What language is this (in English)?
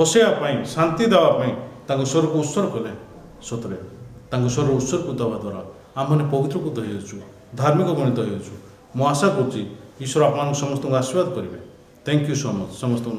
Odia